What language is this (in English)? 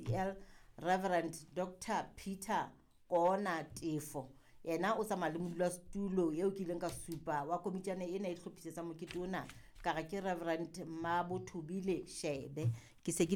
Southern Sotho